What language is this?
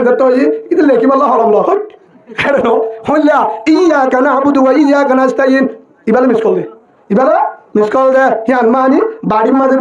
Rohingya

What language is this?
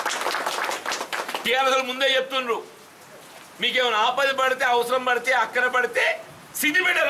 Telugu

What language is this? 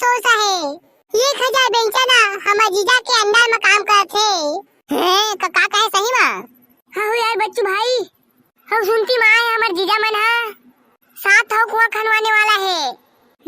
Chhattisgarhi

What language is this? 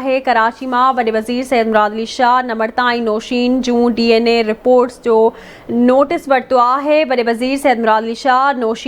Sindhi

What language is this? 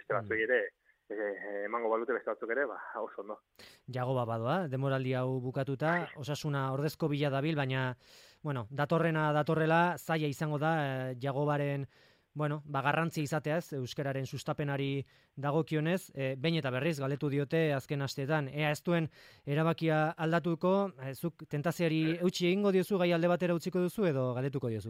Basque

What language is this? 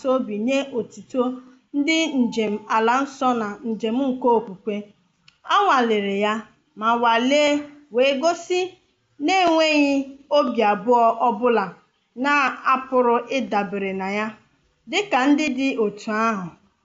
Igbo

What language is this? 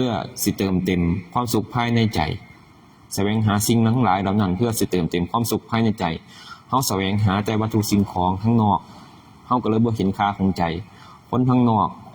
Northeastern Thai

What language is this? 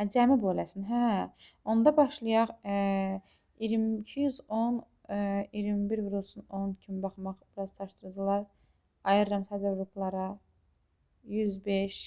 Azerbaijani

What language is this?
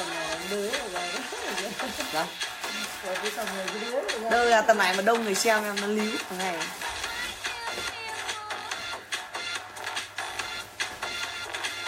Vietnamese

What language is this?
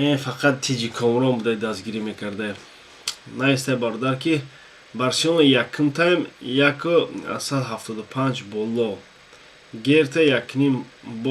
Tajik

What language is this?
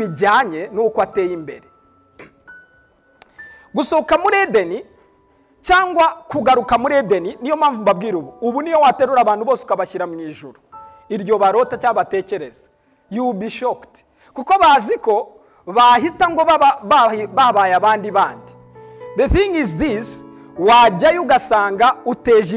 Kinyarwanda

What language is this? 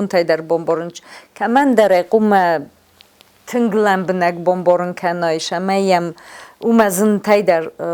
Ossetic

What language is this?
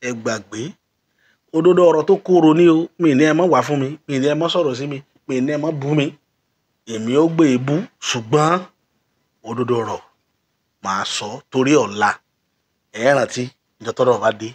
Yoruba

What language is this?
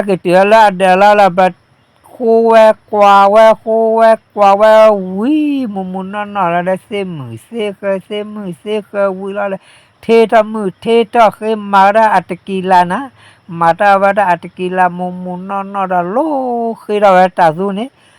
S'gaw Karen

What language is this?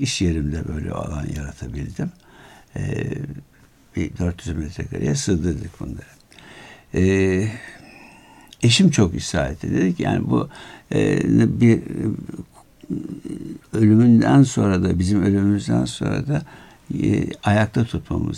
Turkish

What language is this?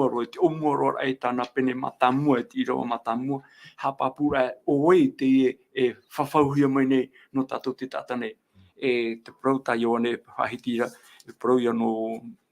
Tahitian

